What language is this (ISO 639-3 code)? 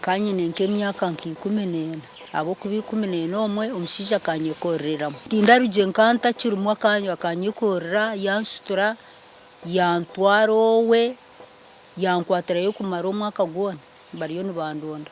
nyn